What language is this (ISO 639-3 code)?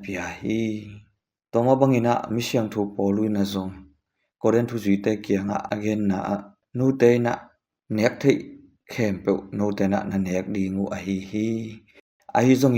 ctd